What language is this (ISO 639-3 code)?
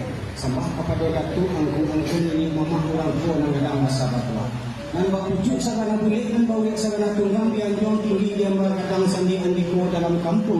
min